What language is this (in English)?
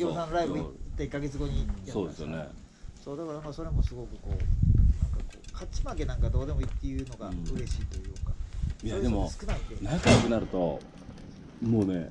Japanese